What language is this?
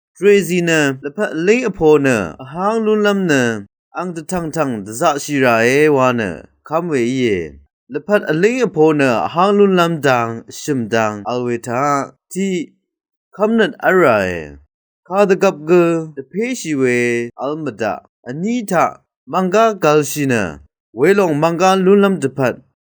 Rawang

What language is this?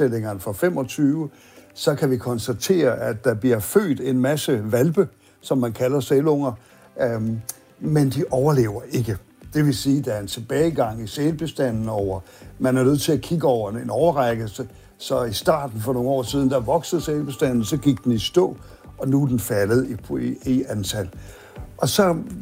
Danish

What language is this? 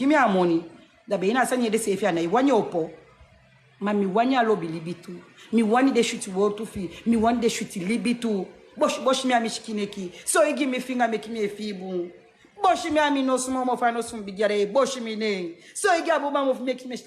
Sranan Tongo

